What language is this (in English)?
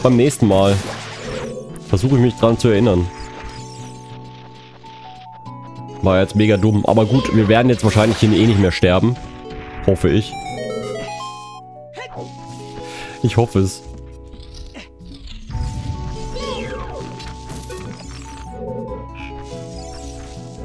German